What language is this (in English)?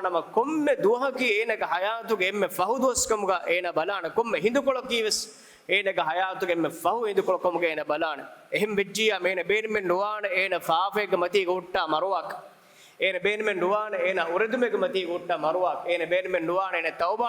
Divehi